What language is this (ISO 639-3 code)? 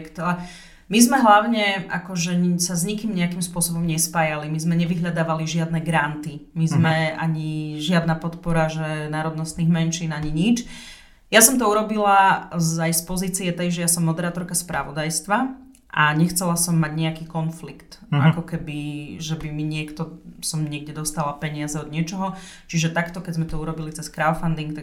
slk